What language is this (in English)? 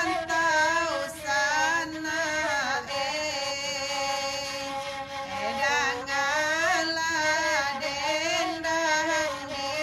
Minangkabau